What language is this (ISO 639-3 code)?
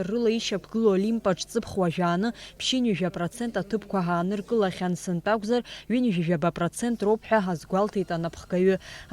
abk